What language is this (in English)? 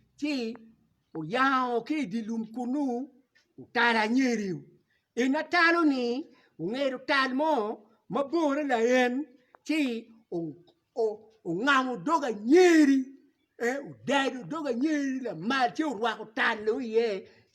Acoli